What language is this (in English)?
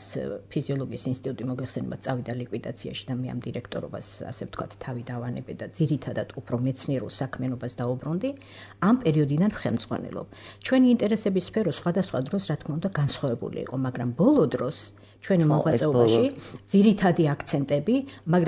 Georgian